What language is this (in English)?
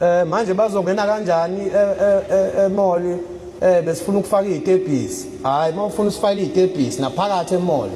Zulu